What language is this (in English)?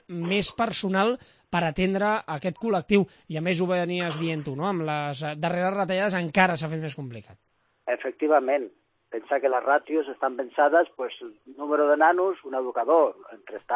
Catalan